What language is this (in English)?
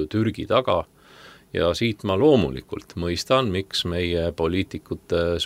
Estonian